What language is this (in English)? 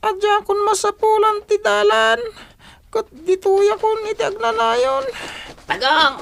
Iloko